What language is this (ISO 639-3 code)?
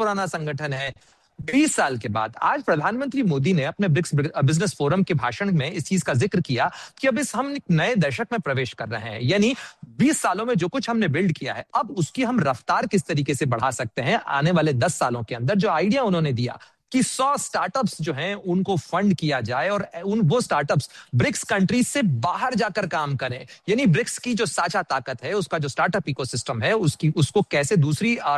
hin